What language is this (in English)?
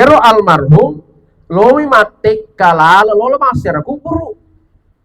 Buginese